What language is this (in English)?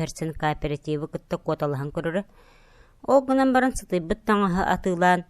Yakut